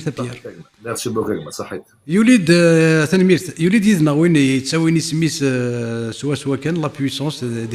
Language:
Kabyle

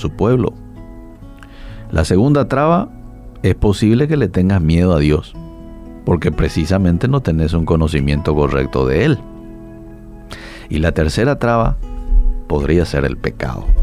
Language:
Spanish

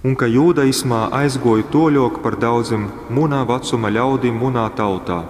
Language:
Latgalian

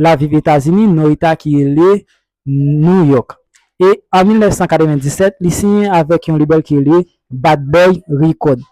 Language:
Haitian Creole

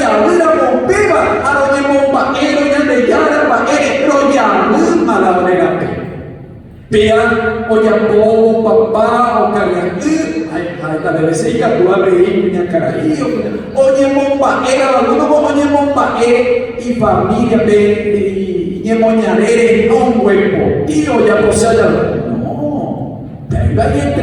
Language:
Guarani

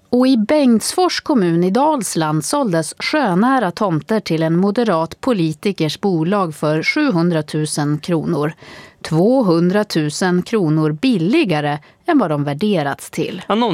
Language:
Swedish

